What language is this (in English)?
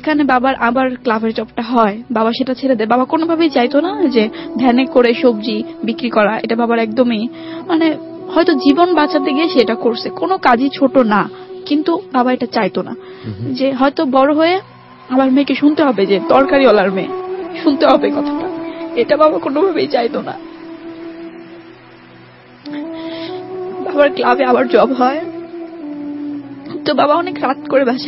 Bangla